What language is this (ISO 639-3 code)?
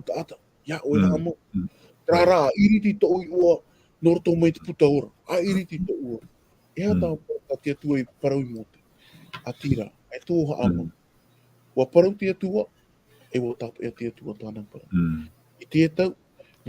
tah